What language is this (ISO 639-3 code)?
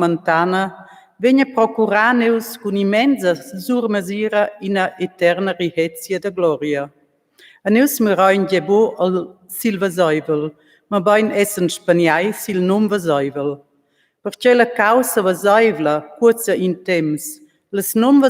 roh